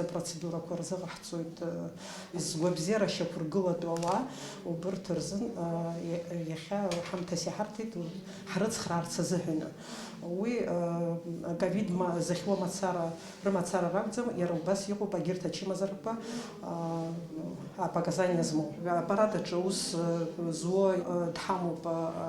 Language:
Abkhazian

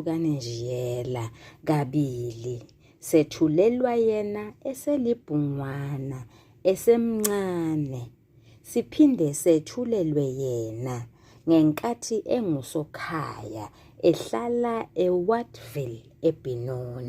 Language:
Zulu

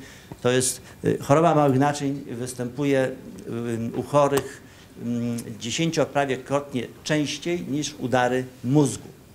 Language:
Polish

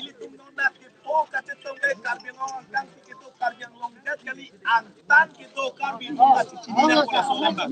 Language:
Karbi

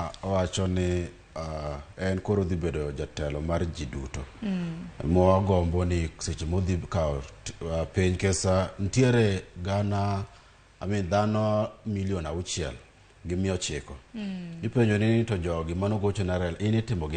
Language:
Luo (Kenya and Tanzania)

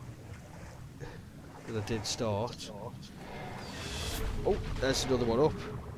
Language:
English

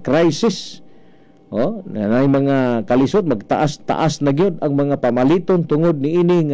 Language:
Cebuano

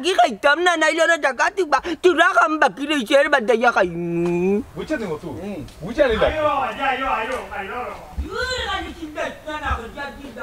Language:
Sylheti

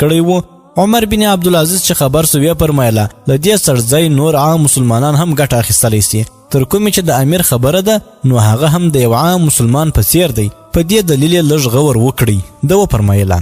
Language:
Pashto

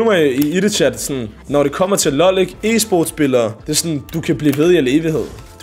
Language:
Danish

